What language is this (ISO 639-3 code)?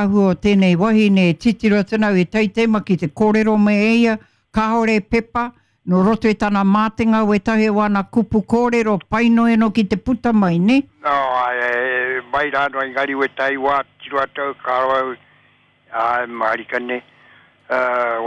mri